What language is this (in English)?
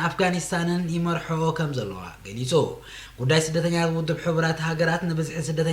Tigrinya